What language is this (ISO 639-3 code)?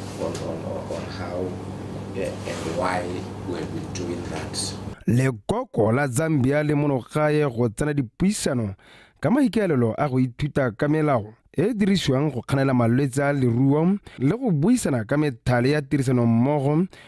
tsn